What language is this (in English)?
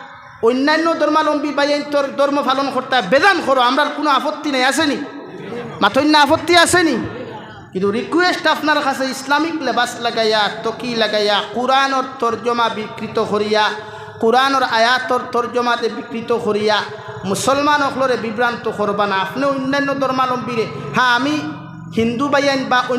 Sylheti